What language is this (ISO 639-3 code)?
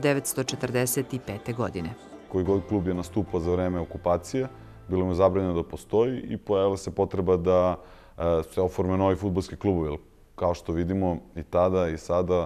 srp